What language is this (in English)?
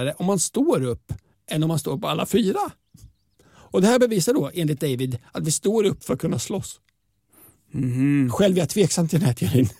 Swedish